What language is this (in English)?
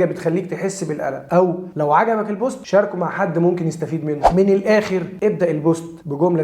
Egyptian Arabic